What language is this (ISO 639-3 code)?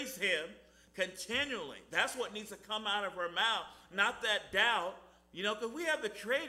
eng